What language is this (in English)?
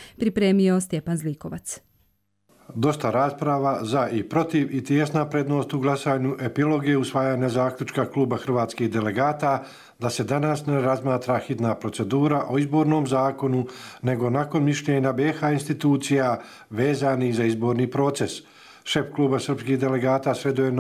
Croatian